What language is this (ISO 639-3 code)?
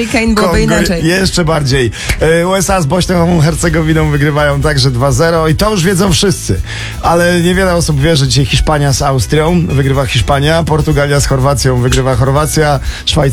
pol